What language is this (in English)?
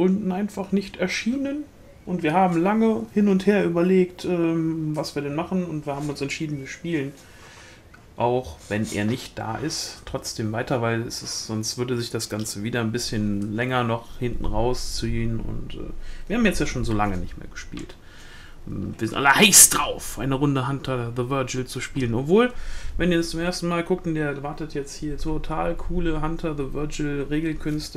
German